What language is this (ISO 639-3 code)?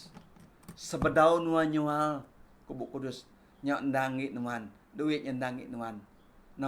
iba